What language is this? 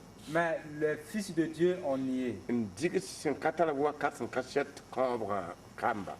Mossi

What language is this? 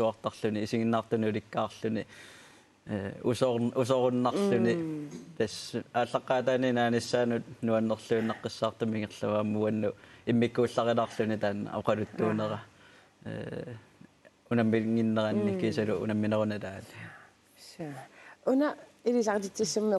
Kalaallisut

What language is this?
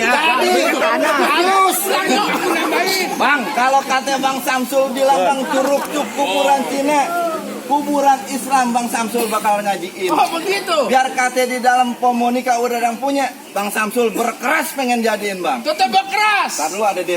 Betawi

